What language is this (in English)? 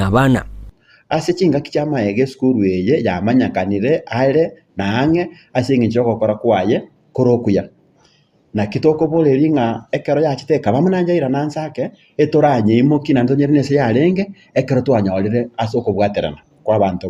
Gusii